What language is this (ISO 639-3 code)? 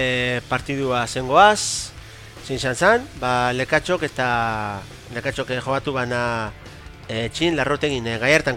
eus